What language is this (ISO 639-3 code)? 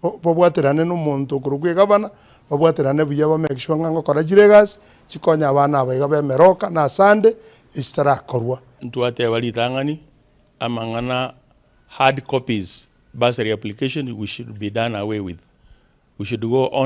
guz